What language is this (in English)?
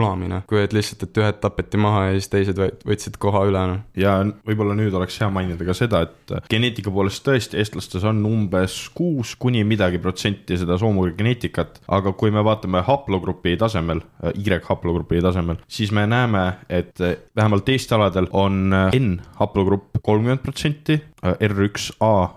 Estonian